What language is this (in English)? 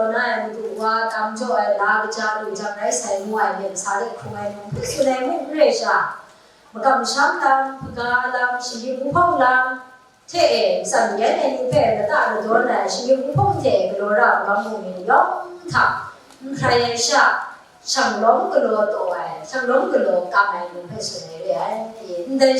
Kachin